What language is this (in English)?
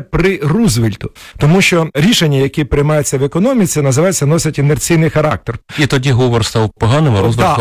Ukrainian